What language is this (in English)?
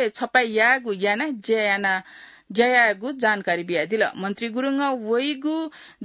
Newari